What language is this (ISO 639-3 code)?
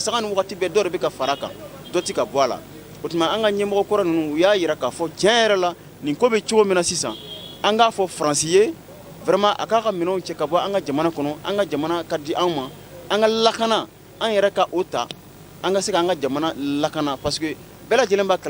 bam